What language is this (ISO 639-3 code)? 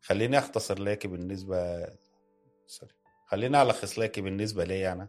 apd